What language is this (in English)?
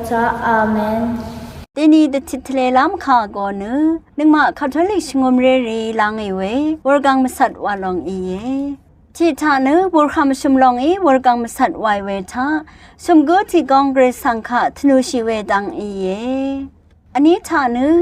Rawang